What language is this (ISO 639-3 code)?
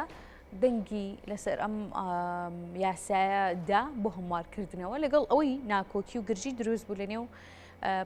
ckb